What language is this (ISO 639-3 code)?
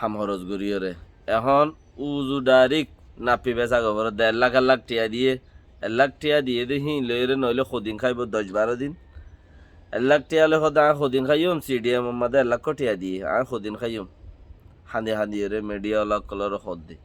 rhg